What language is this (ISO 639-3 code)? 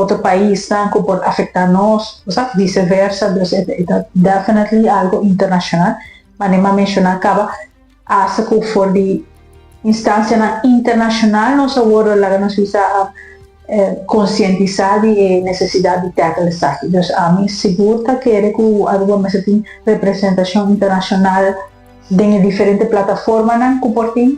pap